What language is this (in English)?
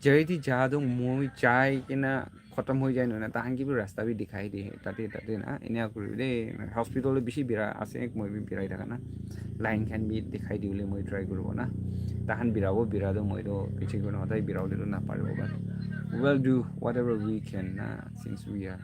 Naga Pidgin